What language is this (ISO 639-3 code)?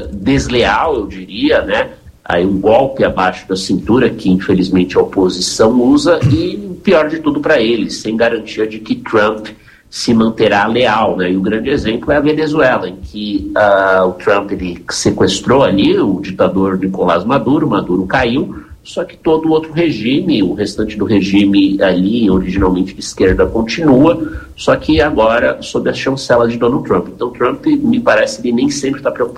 por